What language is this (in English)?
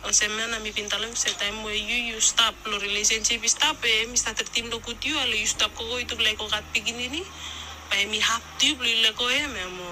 Bislama